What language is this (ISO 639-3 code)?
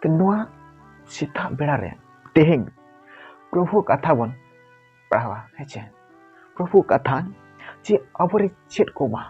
sat